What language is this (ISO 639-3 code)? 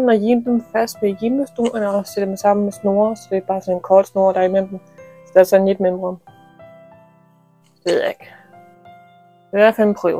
dan